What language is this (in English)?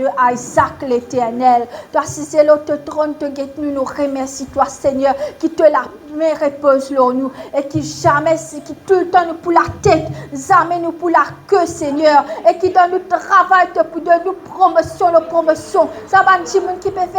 Morisyen